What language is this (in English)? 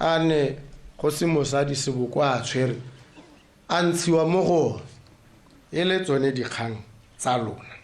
Tswana